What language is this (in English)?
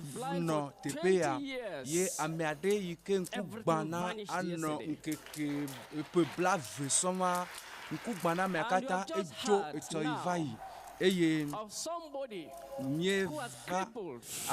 Ewe